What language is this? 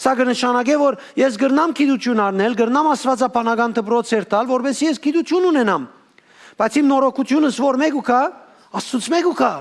Western Armenian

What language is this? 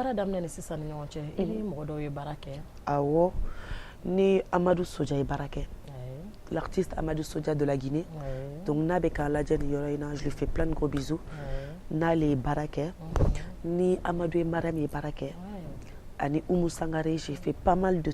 Bambara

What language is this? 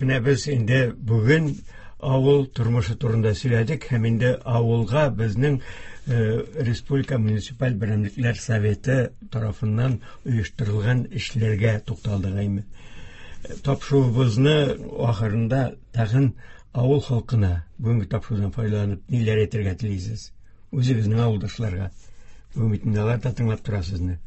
Tatar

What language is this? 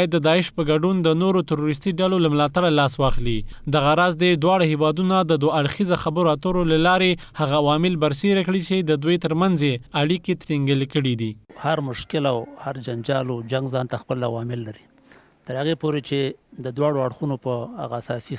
Pashto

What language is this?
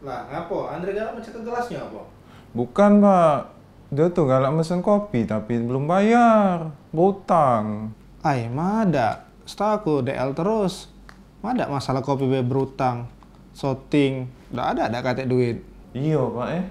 Musi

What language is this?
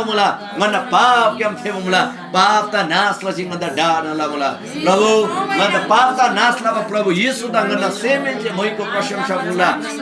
Eastern Tamang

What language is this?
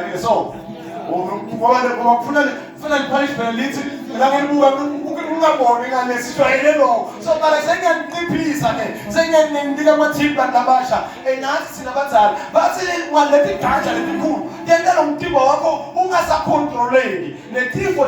Zulu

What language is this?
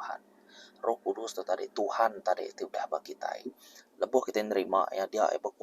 Iban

